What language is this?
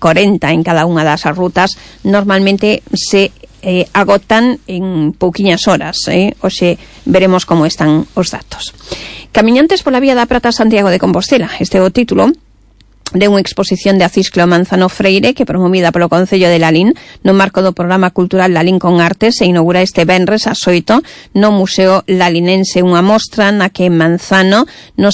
Galician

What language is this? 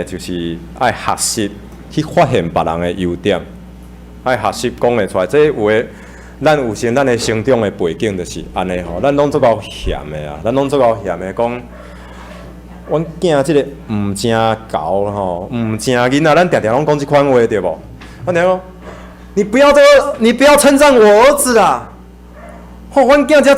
Min Nan Chinese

